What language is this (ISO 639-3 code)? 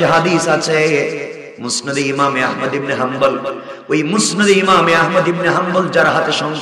ben